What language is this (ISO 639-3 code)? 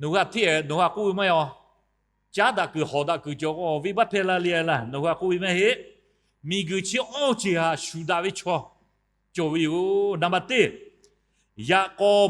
lhu